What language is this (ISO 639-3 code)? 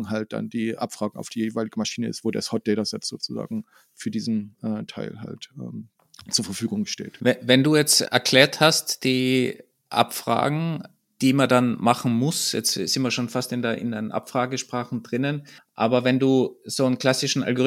deu